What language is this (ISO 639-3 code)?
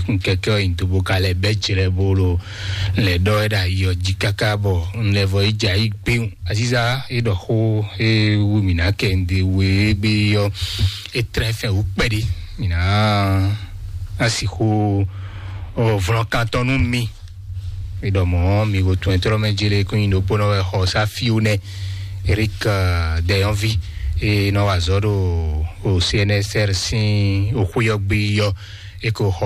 fon